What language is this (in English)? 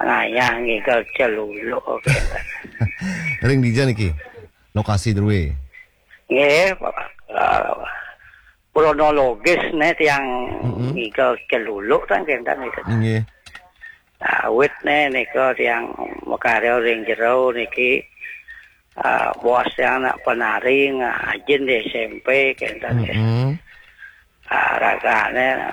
Balinese